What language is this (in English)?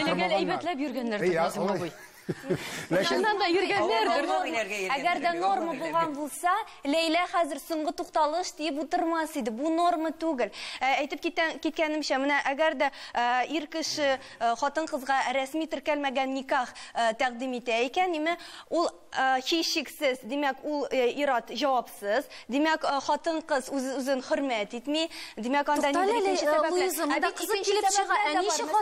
Tatar